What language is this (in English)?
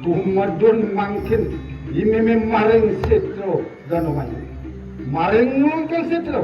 Balinese